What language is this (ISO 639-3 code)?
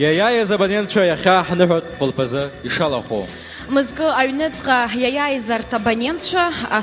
abk